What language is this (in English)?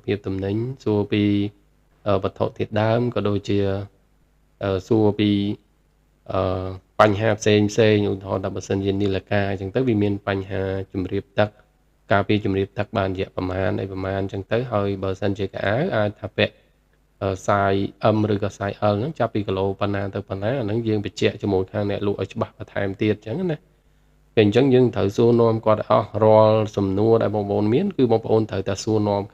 Khmer